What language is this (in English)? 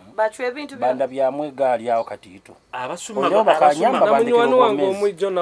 Nyoro